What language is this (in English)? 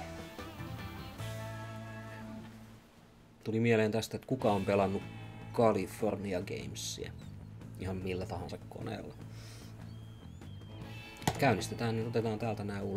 Finnish